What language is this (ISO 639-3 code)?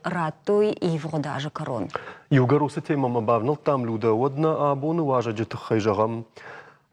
oss